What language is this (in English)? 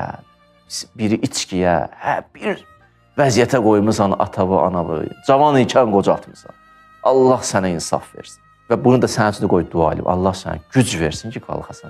Azerbaijani